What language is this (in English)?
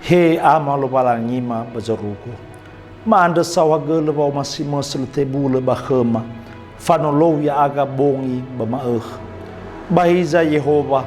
Nias